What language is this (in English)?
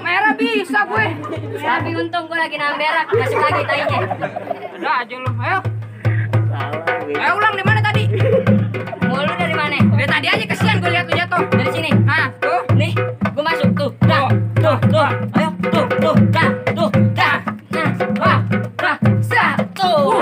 Betawi